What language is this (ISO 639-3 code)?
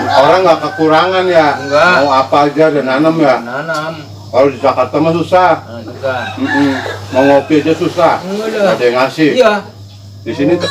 bew